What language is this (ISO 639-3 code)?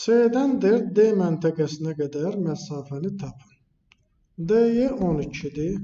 aze